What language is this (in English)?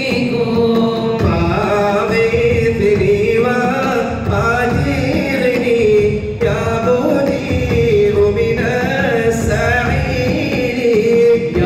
Malayalam